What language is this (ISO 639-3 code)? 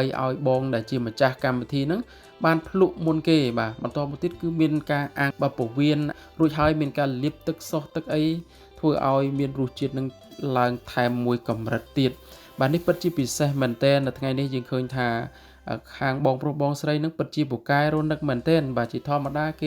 khm